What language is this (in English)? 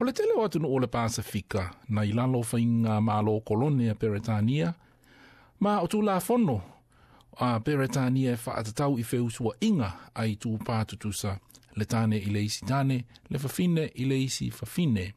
Samoan